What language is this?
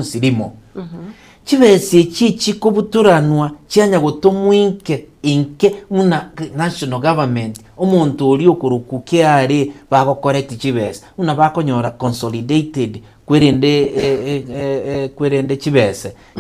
Gusii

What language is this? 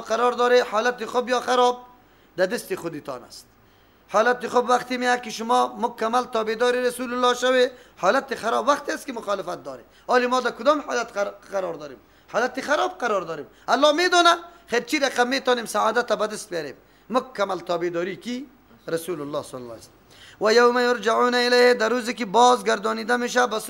Persian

